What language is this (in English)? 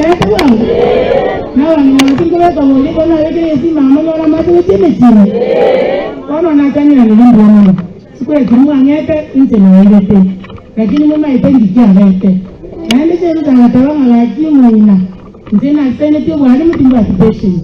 Gusii